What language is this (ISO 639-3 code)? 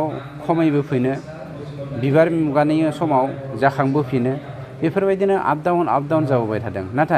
brx